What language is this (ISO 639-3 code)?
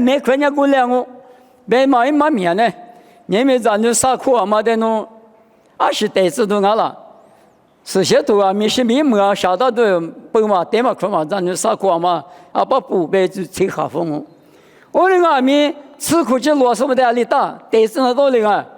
lis